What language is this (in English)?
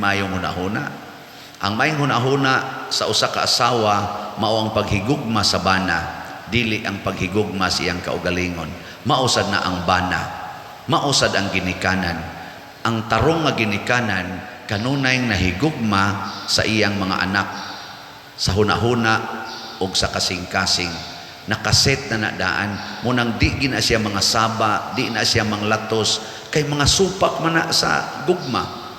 Cebuano